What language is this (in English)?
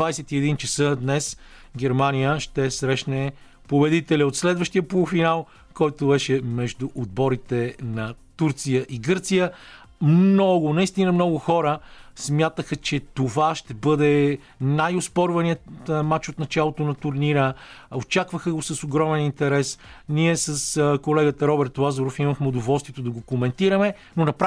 Bulgarian